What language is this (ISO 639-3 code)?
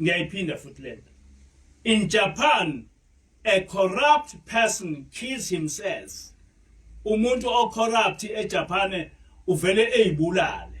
zul